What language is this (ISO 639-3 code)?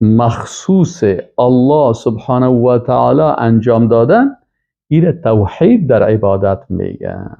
fas